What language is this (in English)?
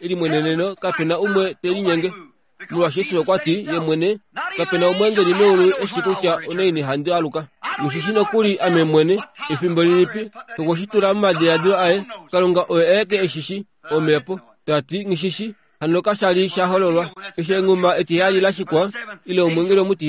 Kuanyama